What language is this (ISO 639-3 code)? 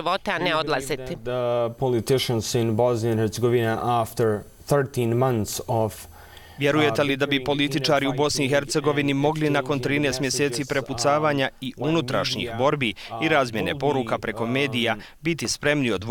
bos